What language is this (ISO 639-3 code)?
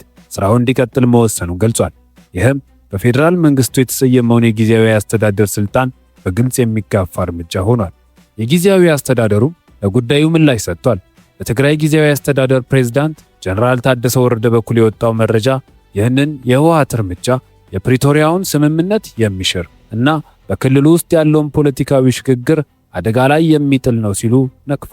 amh